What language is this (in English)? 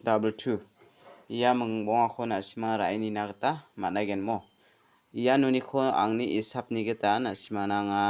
Garo